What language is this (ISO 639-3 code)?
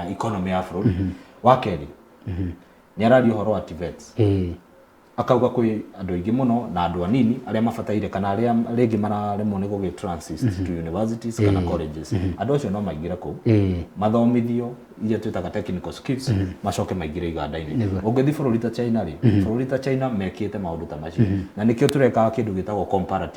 kik